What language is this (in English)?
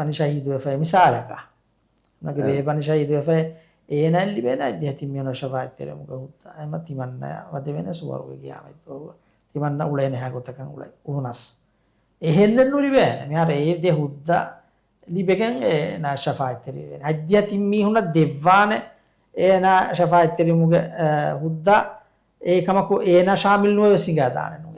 Divehi